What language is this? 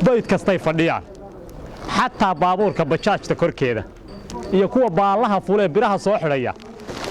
Somali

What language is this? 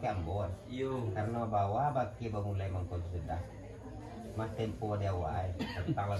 Minangkabau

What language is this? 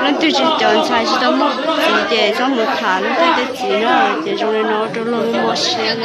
Hmong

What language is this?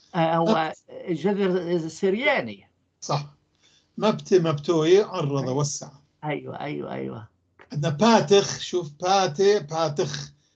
North Levantine Arabic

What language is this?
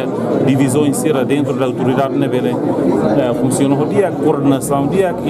Tetum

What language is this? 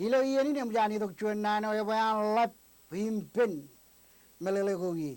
Marshallese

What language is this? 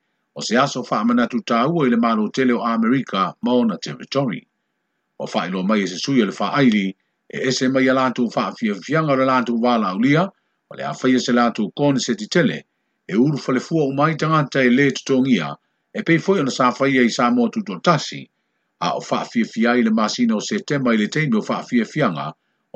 Samoan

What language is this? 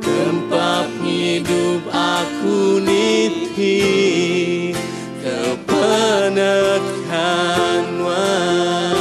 Iban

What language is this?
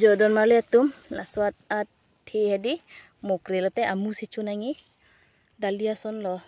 Karbi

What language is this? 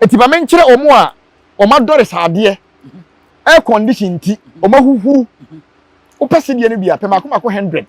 Akan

